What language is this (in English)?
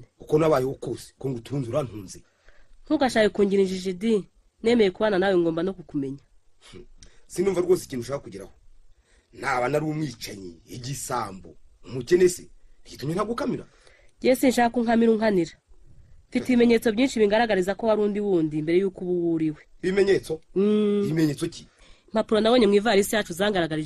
Kinyarwanda